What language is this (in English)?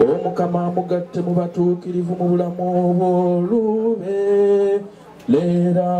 Ganda